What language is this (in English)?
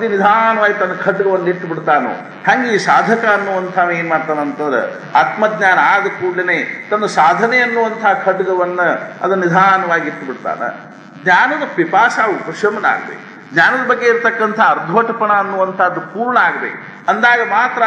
Kannada